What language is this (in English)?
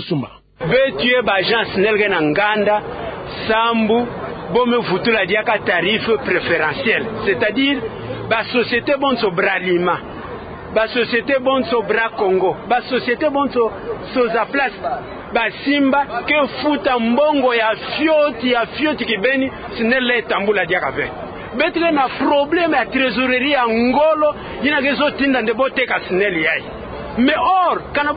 Kituba (Democratic Republic of Congo)